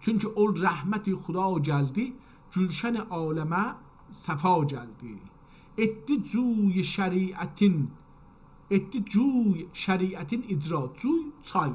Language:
South Azerbaijani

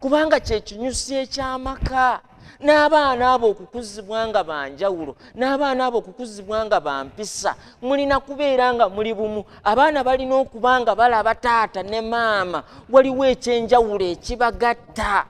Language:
Ganda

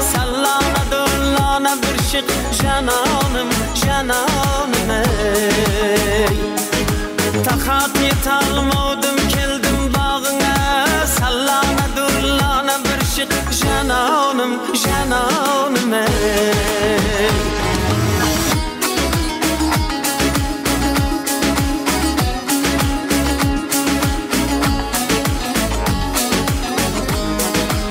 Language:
Kara-Kalpak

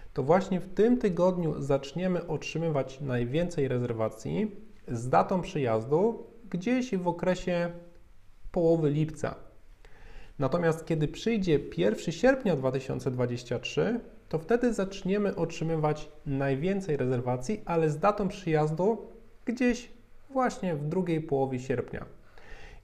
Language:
Polish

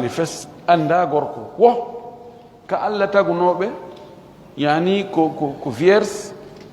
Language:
Fula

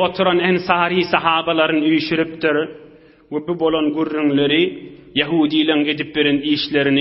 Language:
Turkmen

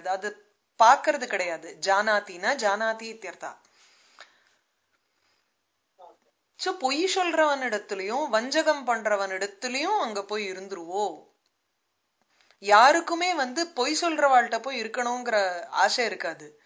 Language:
Tamil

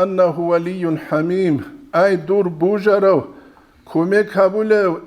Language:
Avaric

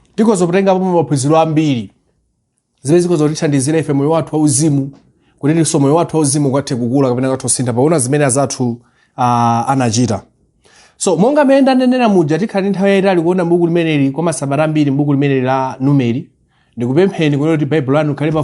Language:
Nyanja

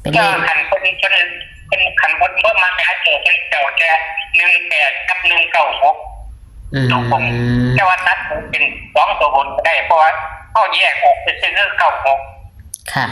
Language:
Northeastern Thai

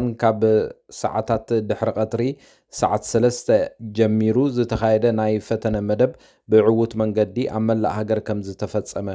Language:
Tigrinya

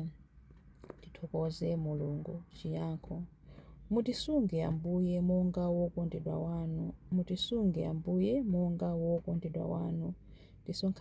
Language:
Nyanja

